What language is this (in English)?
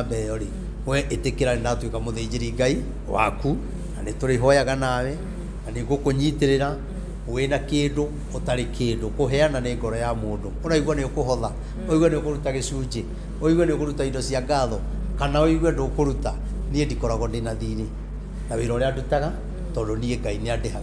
Kikuyu